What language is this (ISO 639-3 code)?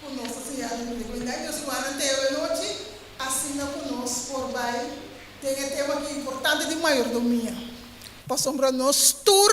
pap